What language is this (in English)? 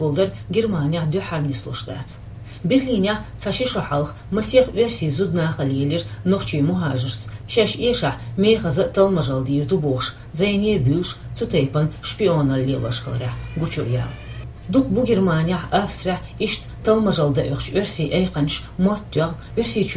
Chechen